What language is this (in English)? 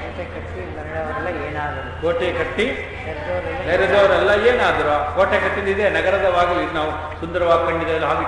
Kannada